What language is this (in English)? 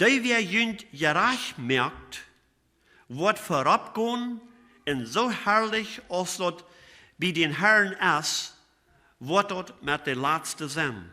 Plautdietsch